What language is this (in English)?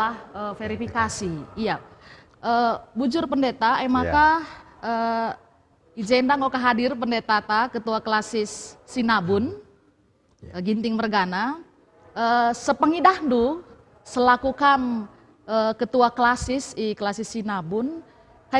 Batak Karo